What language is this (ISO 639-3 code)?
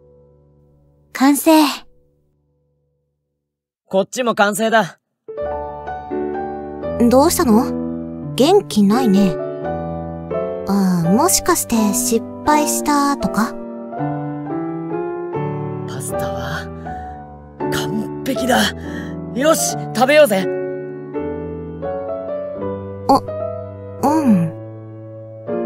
jpn